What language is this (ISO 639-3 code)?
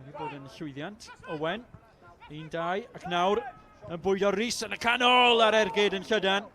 cym